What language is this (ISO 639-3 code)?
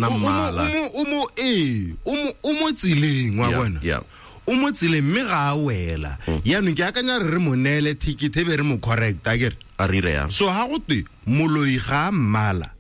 tsn